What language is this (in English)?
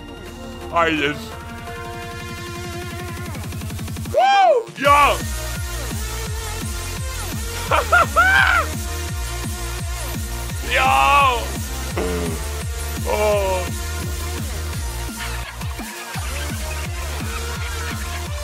Slovak